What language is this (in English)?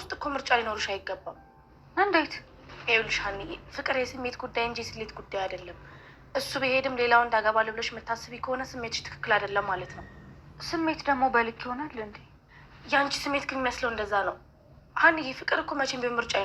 Amharic